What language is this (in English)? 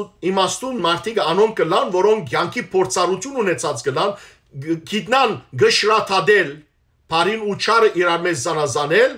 Western Armenian